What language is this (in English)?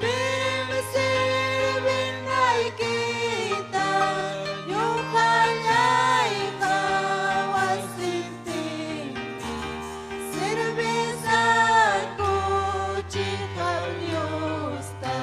Ayacucho Quechua